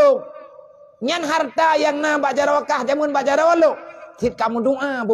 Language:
Achinese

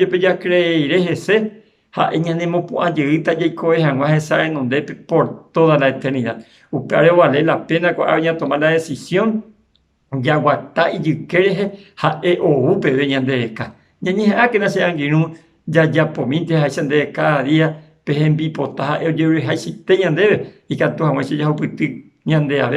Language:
Guarani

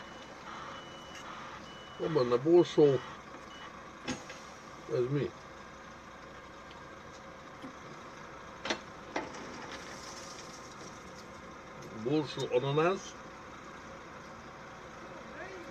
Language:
Hungarian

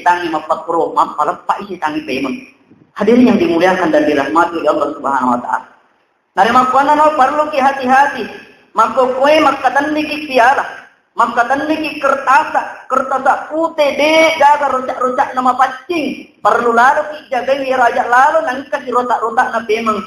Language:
Buginese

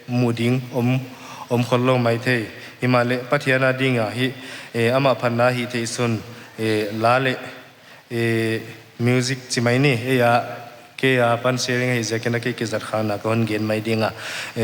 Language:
Paite Chin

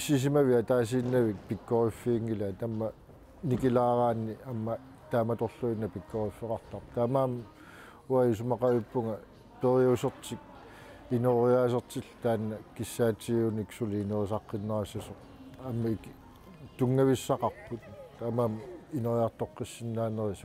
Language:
Kalaallisut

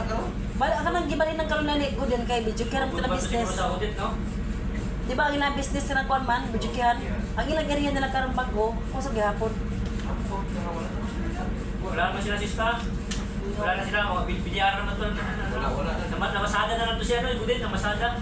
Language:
Cebuano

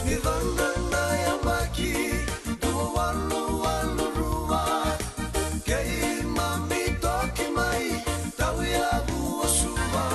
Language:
Fijian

